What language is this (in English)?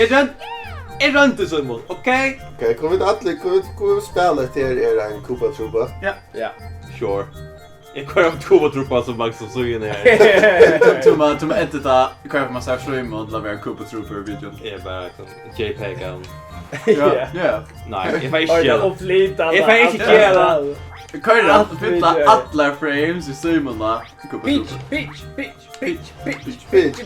Faroese